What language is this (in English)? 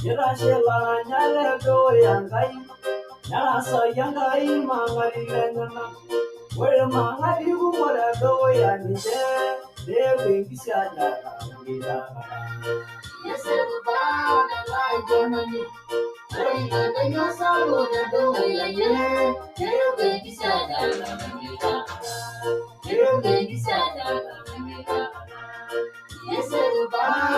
Masai